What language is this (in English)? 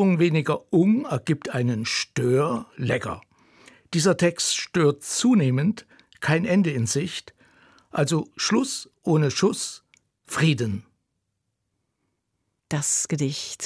German